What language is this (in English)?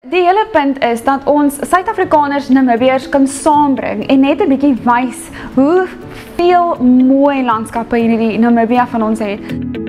Afrikaans